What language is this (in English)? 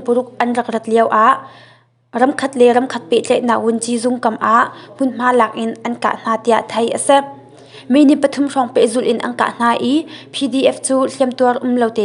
Hakha Chin